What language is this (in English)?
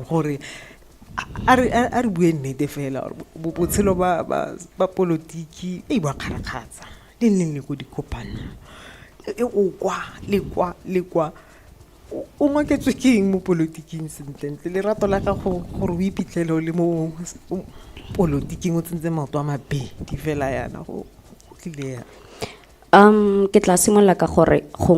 Tswana